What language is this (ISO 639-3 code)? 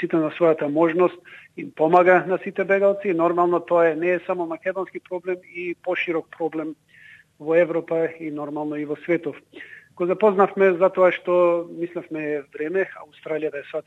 mkd